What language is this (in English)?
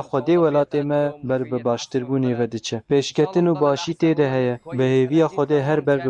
Kurdish